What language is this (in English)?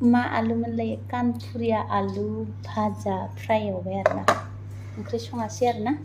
Bodo